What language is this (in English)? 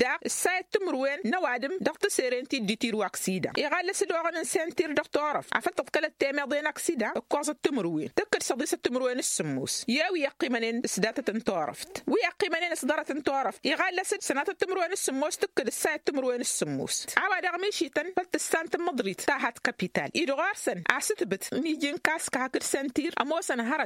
Tamasheq